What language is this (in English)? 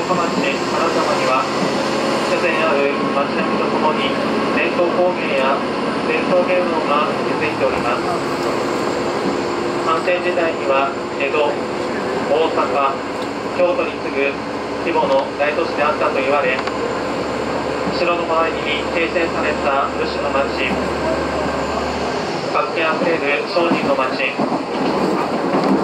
Japanese